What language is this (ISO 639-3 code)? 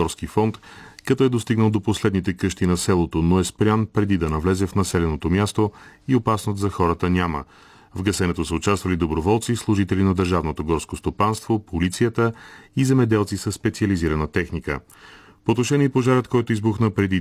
bul